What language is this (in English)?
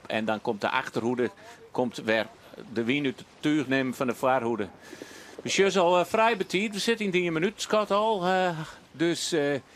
Western Frisian